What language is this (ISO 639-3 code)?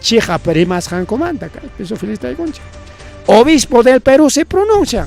quy